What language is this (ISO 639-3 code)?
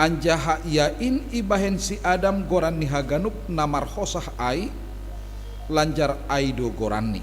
bts